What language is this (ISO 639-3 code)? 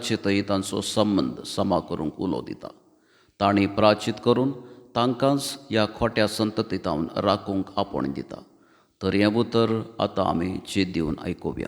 kok